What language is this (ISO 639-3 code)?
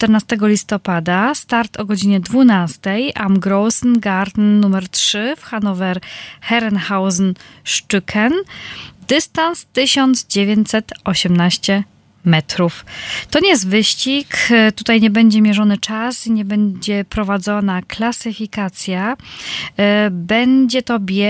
pol